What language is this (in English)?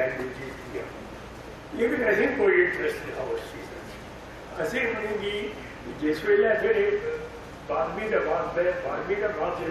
Dogri